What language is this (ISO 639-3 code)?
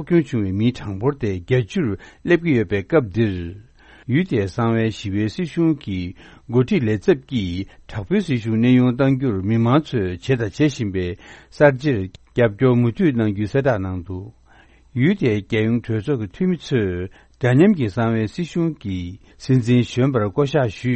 bod